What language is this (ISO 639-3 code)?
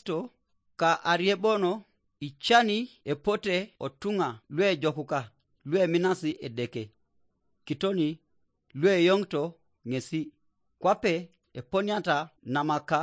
teo